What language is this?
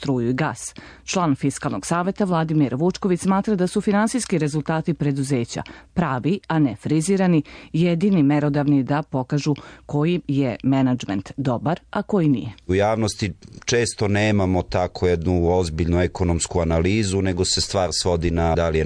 Serbian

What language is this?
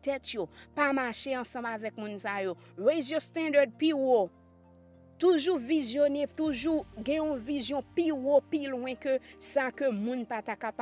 Haitian Creole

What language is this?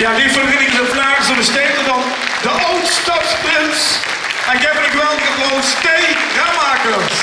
Limburgish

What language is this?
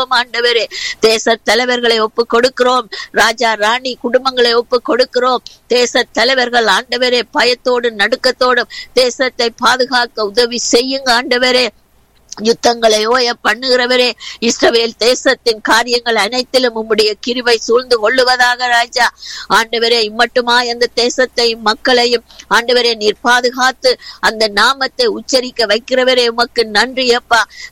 Tamil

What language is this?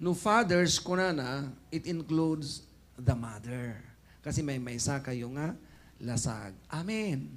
Iloko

